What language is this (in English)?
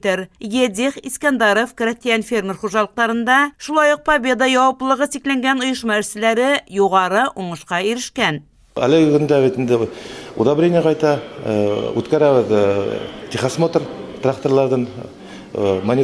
Bashkir